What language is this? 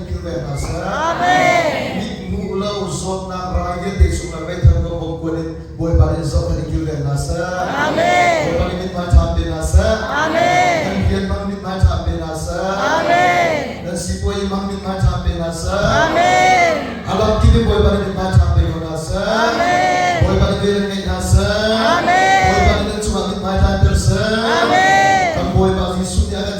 Hakha Chin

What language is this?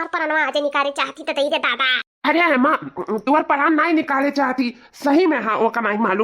Awadhi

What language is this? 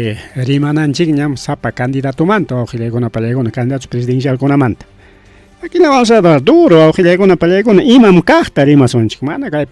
Ayacucho Quechua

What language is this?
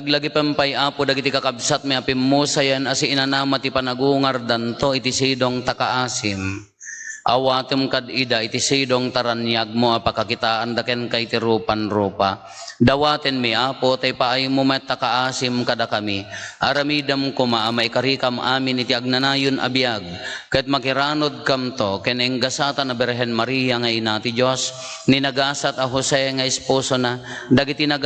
Iloko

